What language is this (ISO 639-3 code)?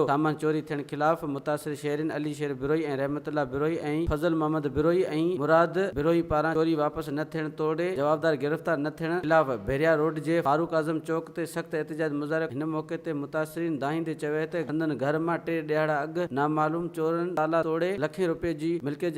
snd